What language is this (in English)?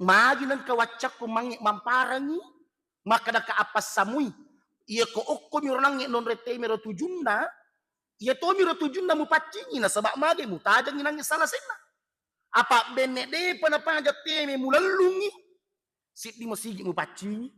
Buginese